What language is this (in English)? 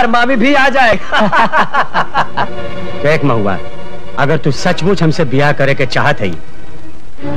Bhojpuri